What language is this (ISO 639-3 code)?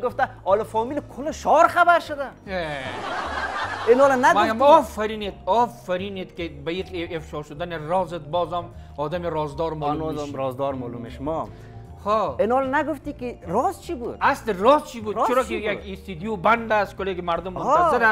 fas